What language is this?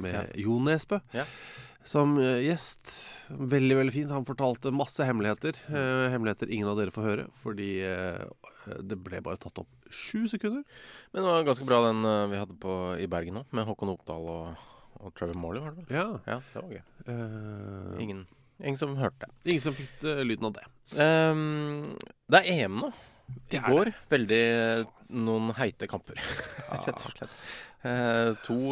Norwegian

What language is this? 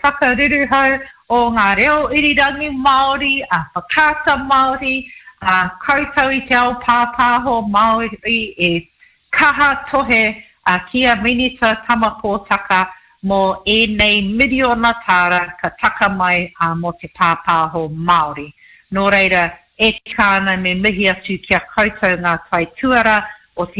Māori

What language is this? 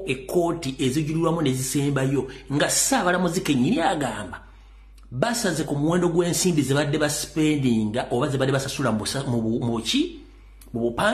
Ganda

